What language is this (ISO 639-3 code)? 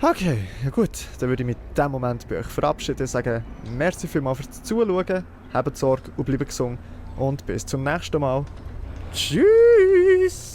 gsw